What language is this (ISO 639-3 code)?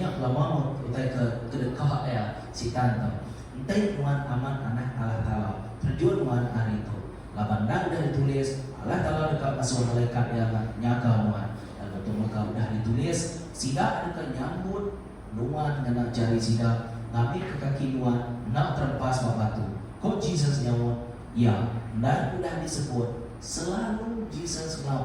iba